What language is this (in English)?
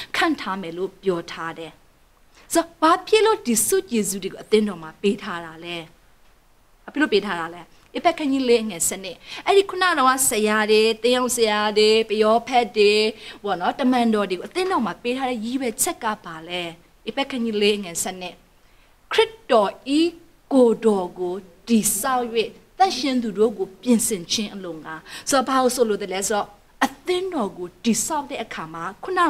Burmese